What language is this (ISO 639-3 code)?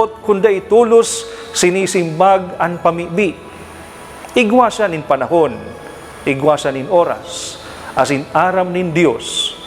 bik